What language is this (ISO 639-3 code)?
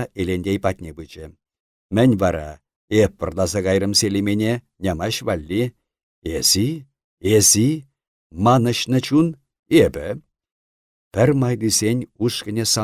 chv